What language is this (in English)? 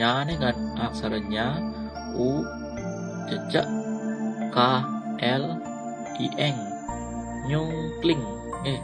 Balinese